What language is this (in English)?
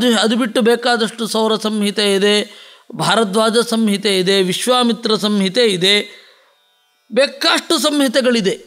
Kannada